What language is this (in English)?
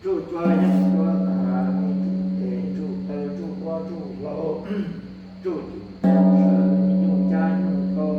Hmong